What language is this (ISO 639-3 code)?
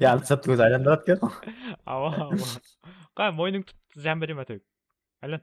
kaa